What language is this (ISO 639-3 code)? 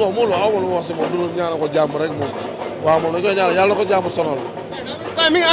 wol